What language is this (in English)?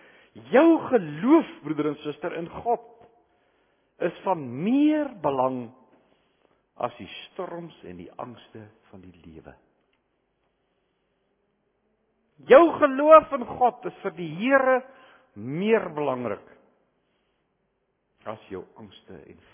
Afrikaans